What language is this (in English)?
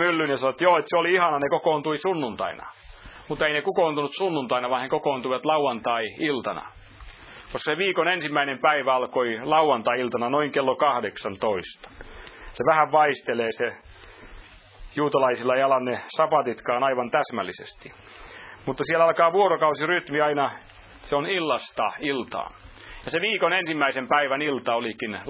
Finnish